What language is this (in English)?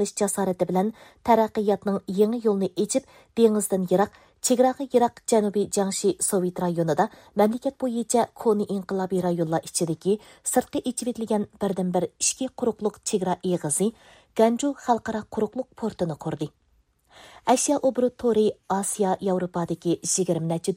Uyghur